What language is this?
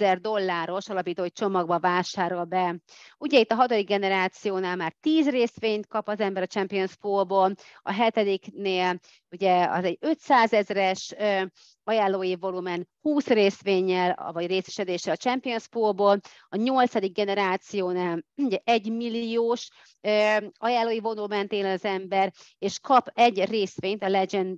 Hungarian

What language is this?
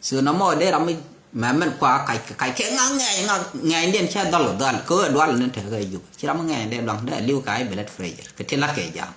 Nuer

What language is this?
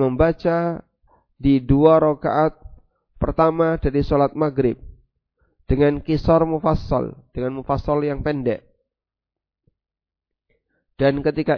Indonesian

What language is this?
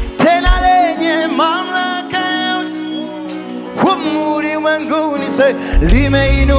Swahili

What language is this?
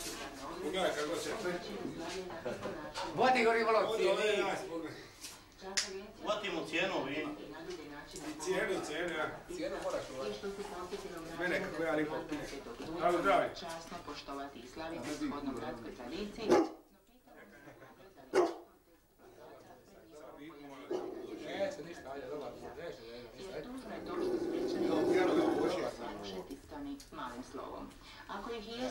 Croatian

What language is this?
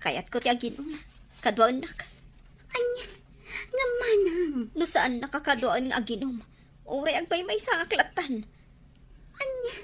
Iloko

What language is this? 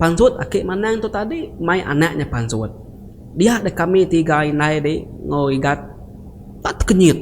Iban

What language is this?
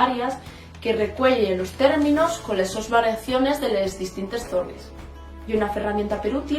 Asturian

